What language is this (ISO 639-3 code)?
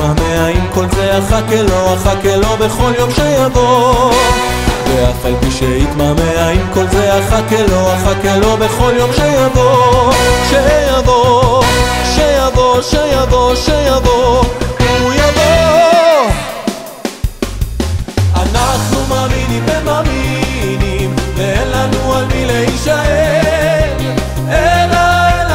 heb